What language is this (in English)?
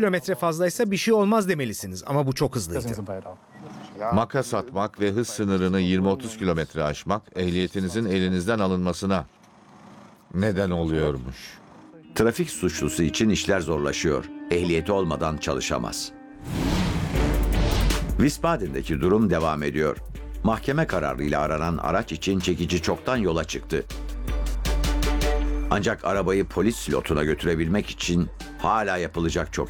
Turkish